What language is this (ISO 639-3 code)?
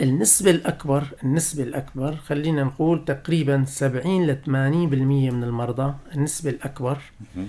apc